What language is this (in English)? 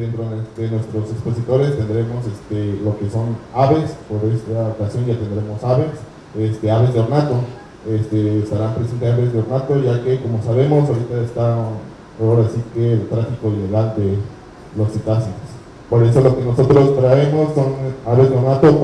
Spanish